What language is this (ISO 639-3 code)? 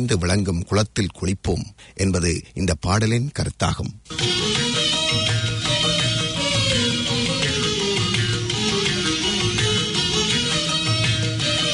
tam